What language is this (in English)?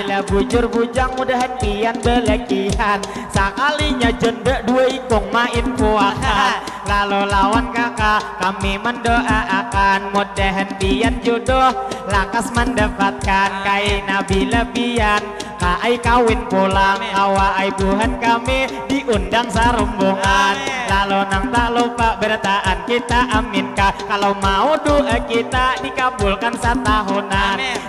Banjar